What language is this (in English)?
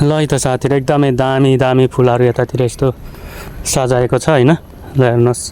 Nepali